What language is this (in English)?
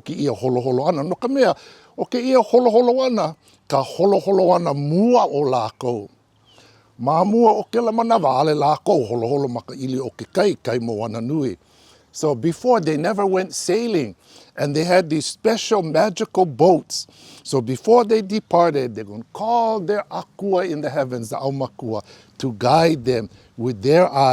Hawaiian